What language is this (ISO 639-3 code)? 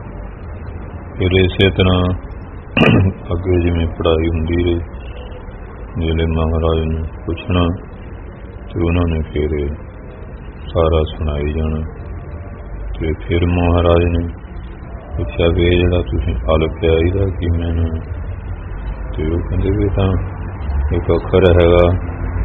pan